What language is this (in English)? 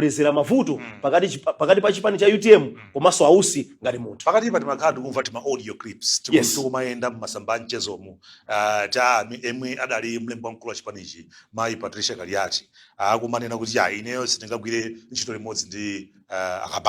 Nyanja